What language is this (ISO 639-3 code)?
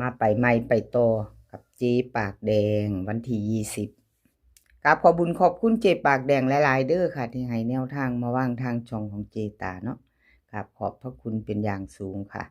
tts